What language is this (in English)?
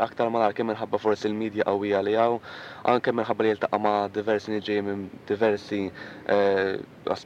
Maltese